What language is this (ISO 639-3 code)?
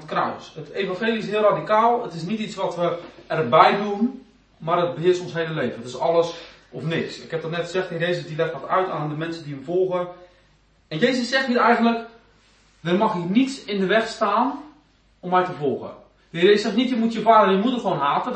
nld